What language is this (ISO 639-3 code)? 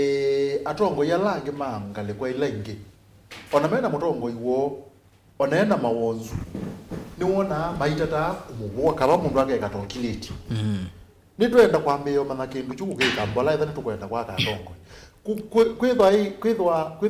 kam